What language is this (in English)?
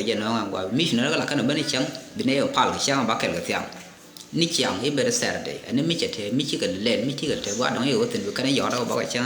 Nuer